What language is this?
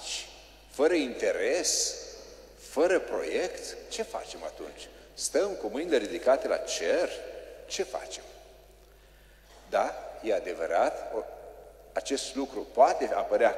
Romanian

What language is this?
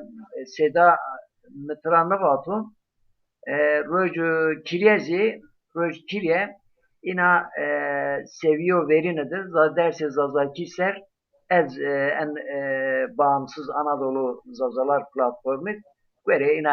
Zaza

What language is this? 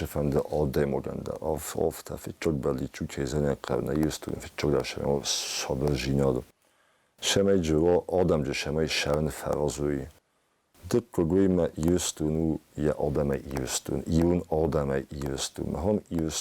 Ossetic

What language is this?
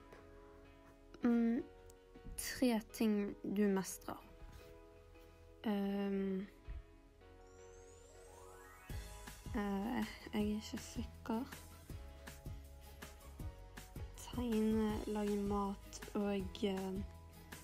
Norwegian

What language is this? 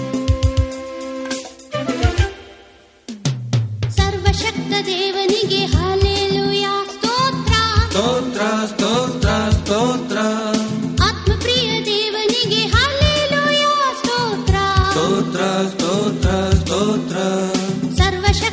Kannada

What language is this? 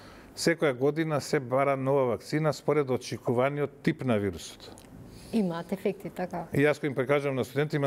Macedonian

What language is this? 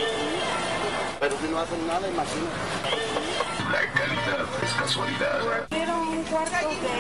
German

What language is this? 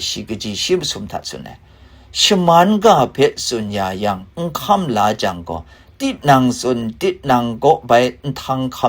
Kachin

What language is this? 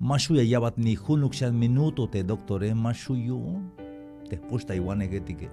Tzeltal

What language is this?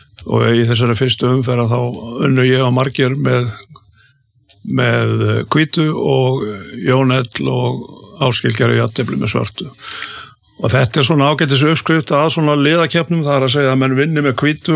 Icelandic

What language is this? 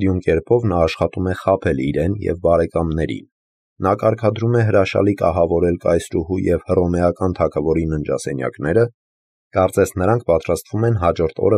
Armenian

